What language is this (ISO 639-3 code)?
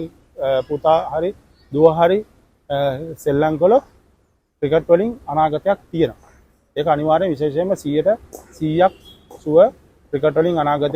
sin